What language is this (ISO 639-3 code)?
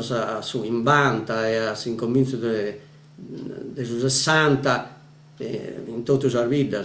srd